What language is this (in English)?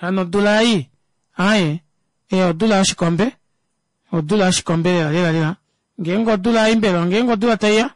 Kuanyama